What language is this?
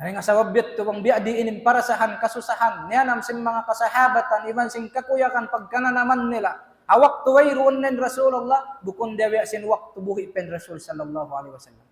Tausug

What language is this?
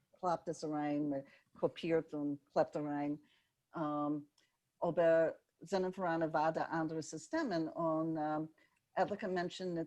Yiddish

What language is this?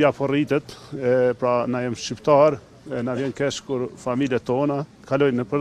Albanian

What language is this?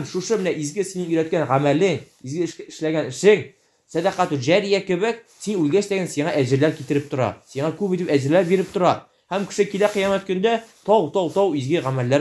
Tatar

